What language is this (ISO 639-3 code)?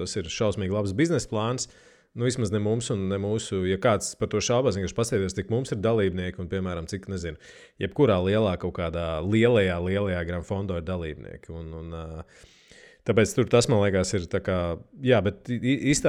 lav